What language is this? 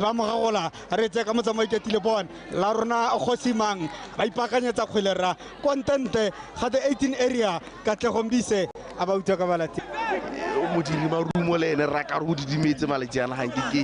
Tswana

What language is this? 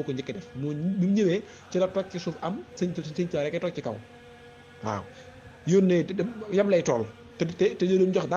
Wolof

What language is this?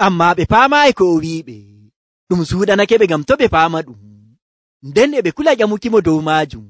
Nigerian Fulfulde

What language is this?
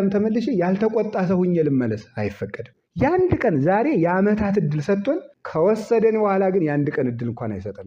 Amharic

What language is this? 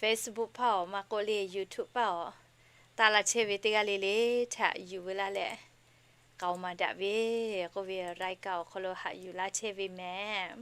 Lahu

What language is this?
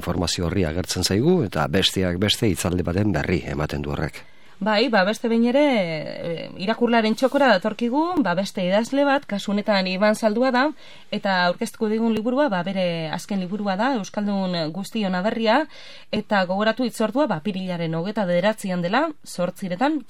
Basque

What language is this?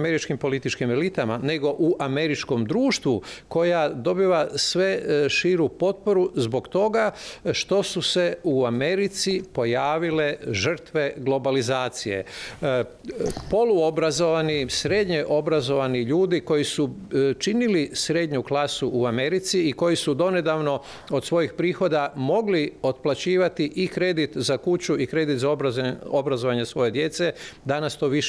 Croatian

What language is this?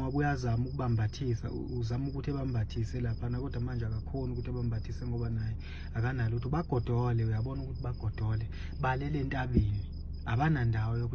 Zulu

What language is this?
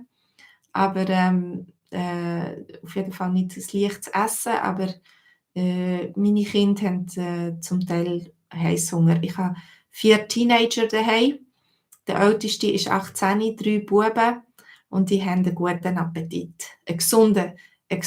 Swiss German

